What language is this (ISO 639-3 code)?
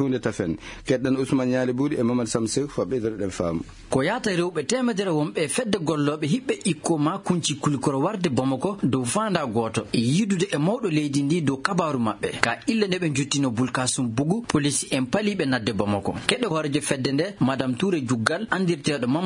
ful